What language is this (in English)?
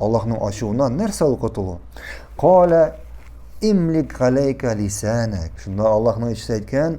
Tatar